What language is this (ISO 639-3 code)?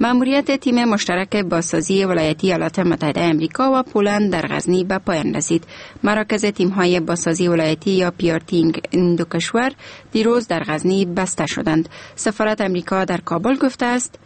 fas